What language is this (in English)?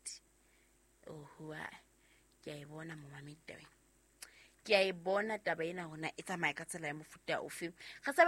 Southern Sotho